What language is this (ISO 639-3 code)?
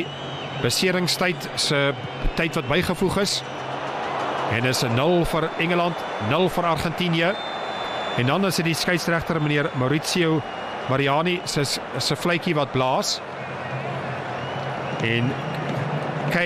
afr